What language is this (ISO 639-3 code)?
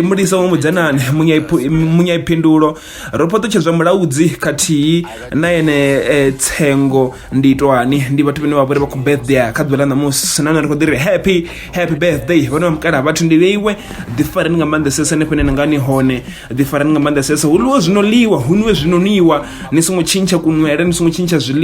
ven